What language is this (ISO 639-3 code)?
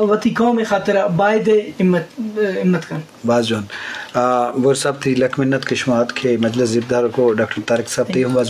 bgp